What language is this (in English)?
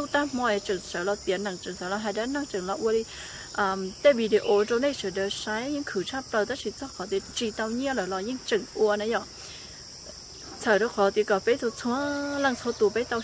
Vietnamese